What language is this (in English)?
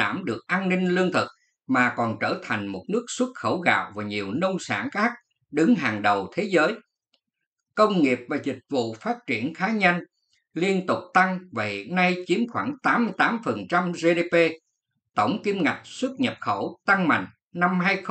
Vietnamese